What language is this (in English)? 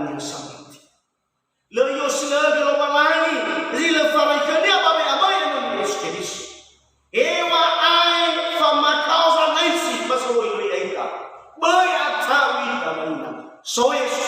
Nias